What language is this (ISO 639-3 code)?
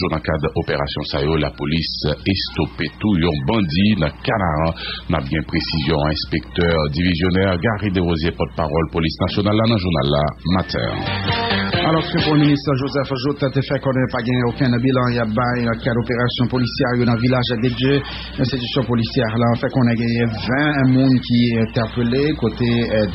hat